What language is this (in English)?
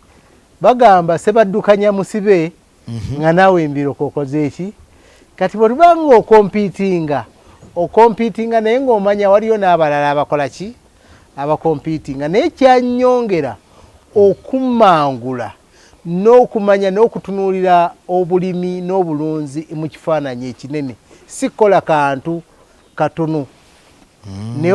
Ganda